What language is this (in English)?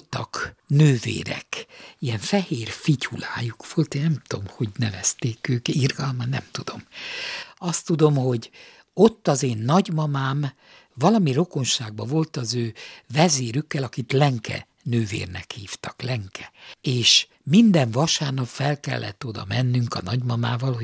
Hungarian